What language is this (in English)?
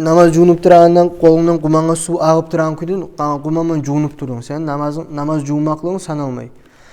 Kumyk